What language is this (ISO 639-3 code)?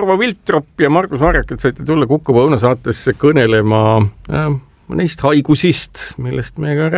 est